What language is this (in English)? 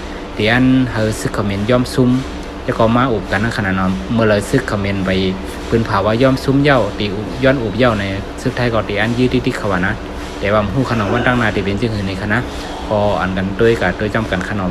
Shan